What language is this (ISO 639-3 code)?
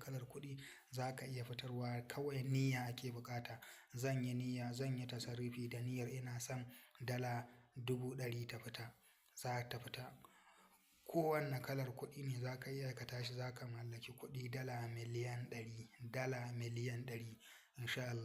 hau